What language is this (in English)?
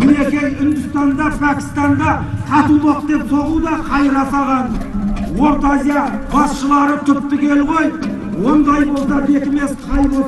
Kazakh